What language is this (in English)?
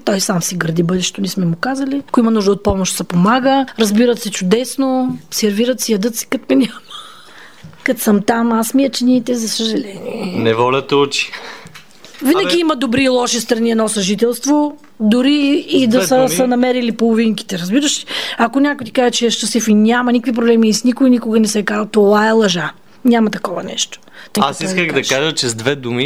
Bulgarian